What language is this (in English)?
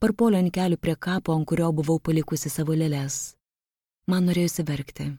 Lithuanian